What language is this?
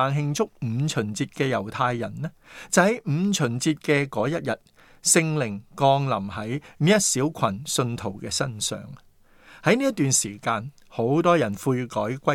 Cantonese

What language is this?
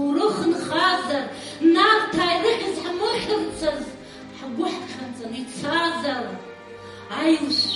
Abkhazian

